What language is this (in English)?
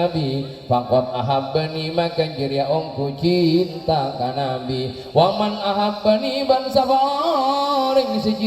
Madurese